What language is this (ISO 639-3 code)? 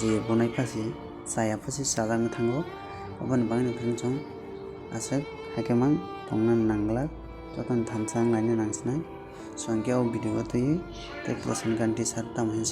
trp